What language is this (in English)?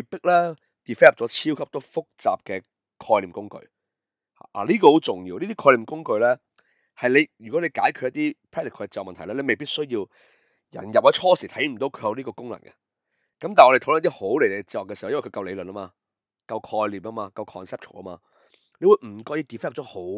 Cantonese